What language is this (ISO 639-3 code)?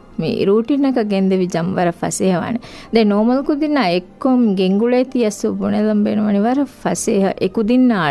div